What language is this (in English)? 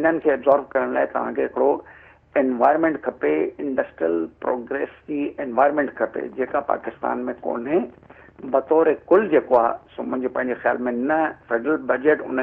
Sindhi